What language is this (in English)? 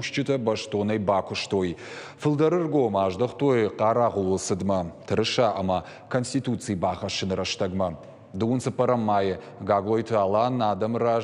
Ossetic